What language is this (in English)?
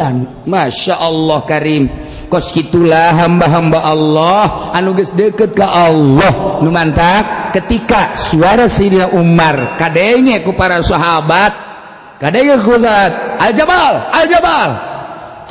Sundanese